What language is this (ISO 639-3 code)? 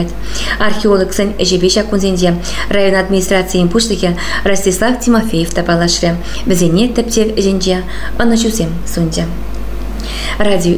chv